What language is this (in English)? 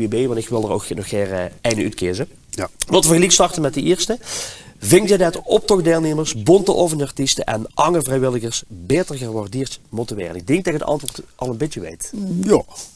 Limburgish